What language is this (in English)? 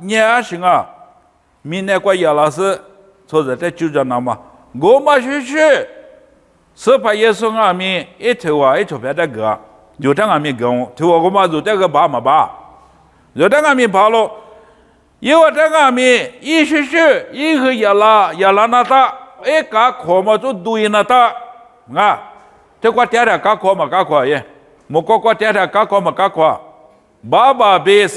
Lisu